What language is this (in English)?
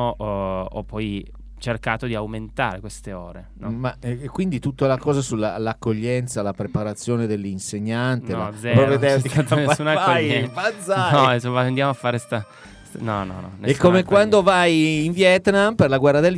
Italian